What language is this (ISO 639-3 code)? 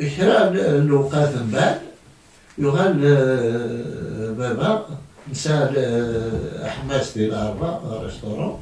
kab